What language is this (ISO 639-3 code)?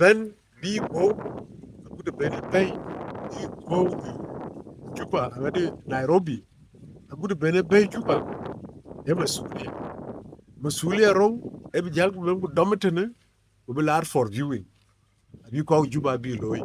din